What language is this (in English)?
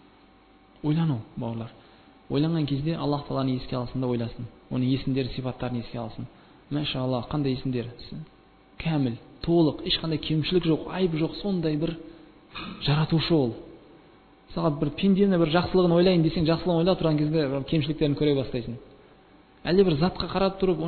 Kazakh